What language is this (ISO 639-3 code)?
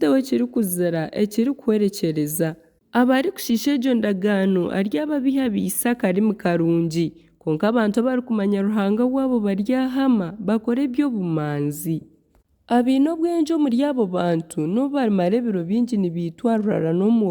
nyn